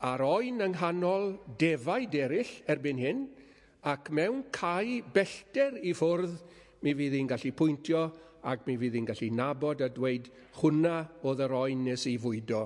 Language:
Welsh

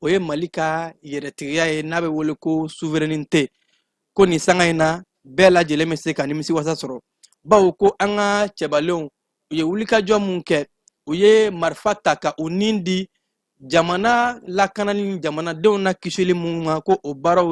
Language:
Bambara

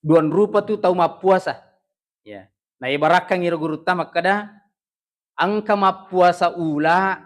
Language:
Buginese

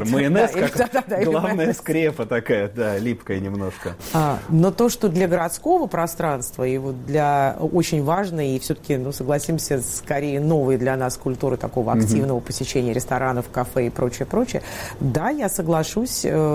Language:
Russian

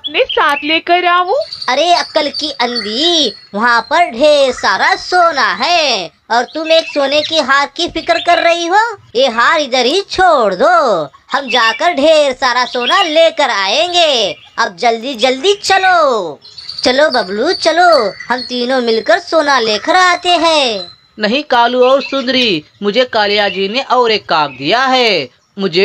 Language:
Hindi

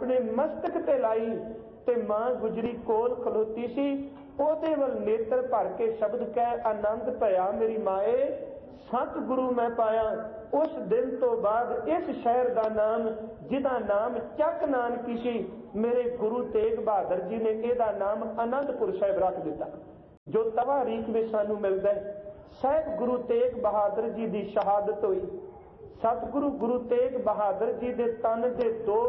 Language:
Punjabi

